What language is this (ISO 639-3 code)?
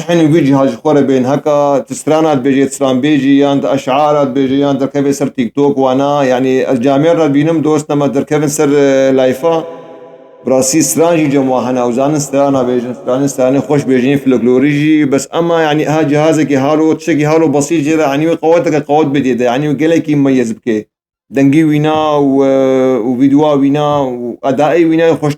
kur